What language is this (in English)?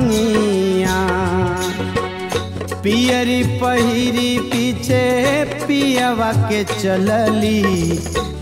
Bhojpuri